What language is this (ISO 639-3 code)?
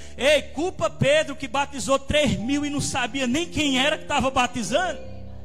por